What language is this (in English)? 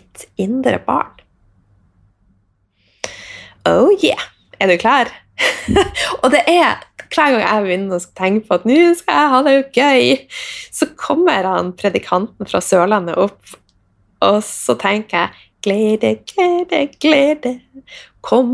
Norwegian